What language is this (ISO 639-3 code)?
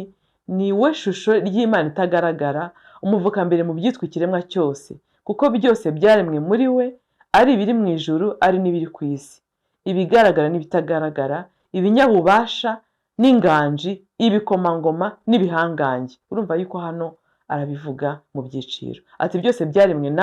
kin